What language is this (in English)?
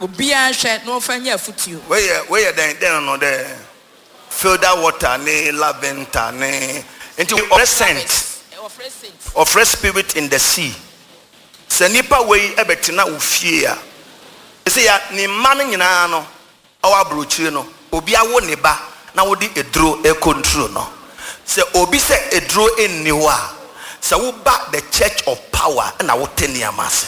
Akan